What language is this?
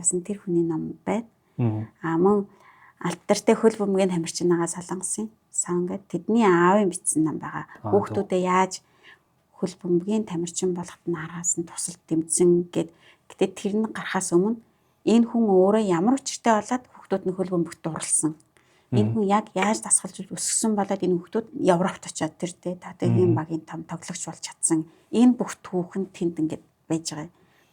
Mongolian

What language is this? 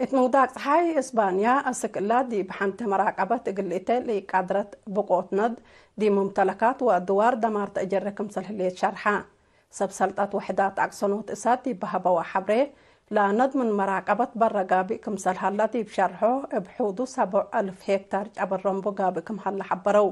Tigre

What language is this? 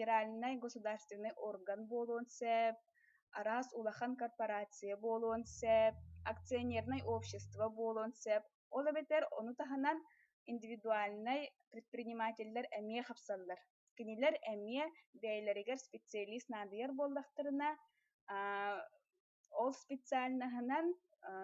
Yakut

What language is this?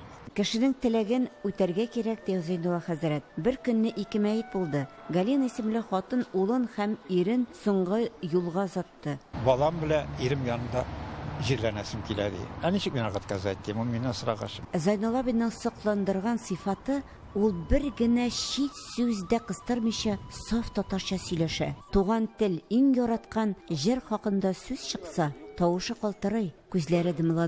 Tatar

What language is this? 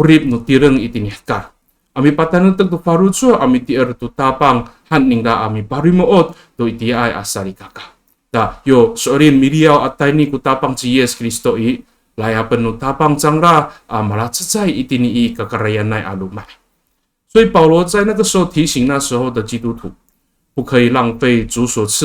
Amis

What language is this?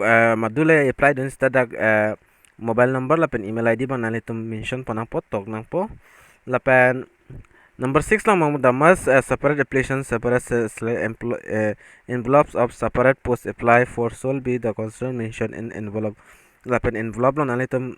Karbi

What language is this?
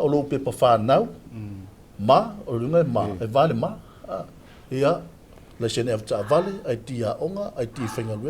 Samoan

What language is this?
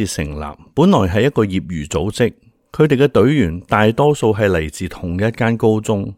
Cantonese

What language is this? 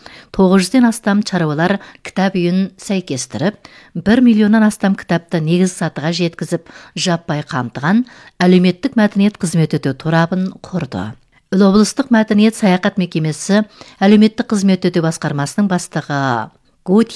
Kazakh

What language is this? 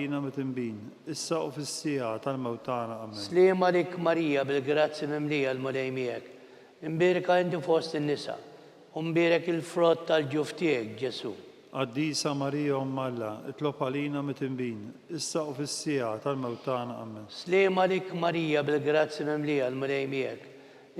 Maltese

